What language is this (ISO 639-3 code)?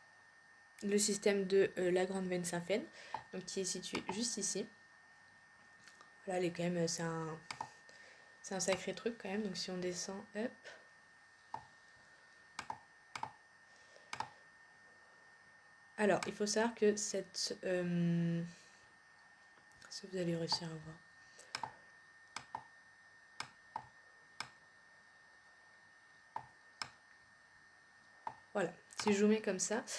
fra